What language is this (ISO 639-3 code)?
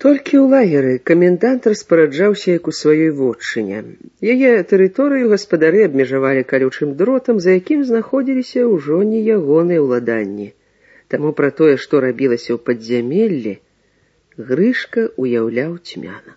bel